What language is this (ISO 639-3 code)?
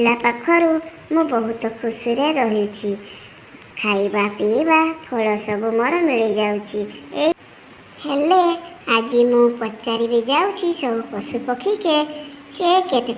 ori